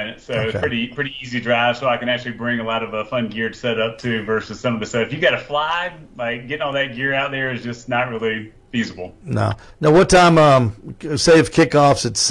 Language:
English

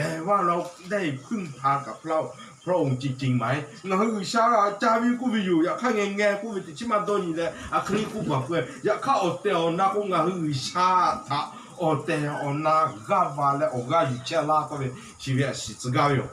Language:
Lahu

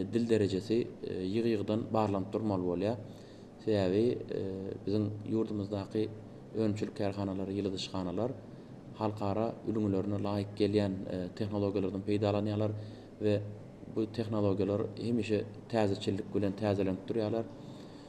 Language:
Turkmen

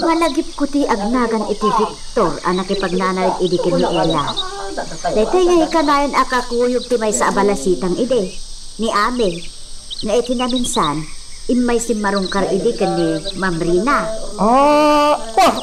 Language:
Iloko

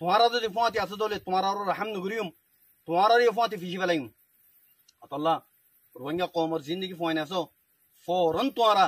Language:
Rohingya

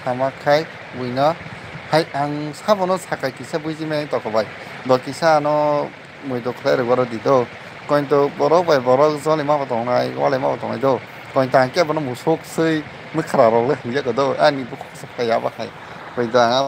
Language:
Kok Borok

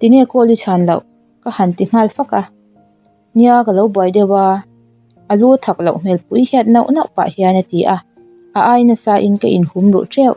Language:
Mizo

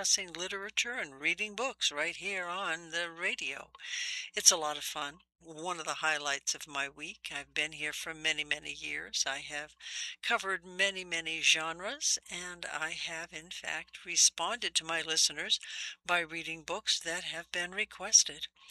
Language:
English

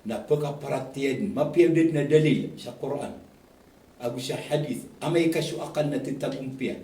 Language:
Maranao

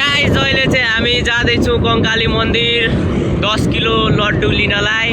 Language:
Nepali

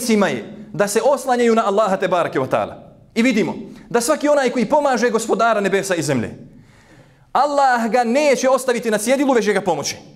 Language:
Bosnian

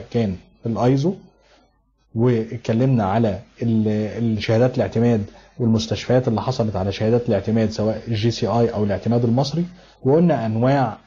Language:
Egyptian Arabic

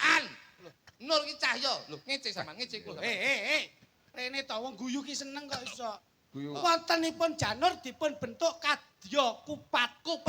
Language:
Javanese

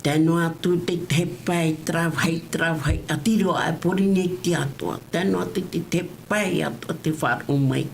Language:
Tahitian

